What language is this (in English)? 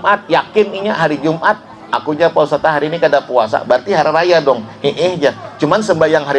Banjar